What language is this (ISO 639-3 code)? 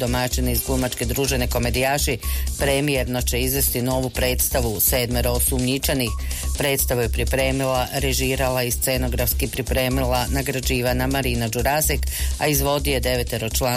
hrv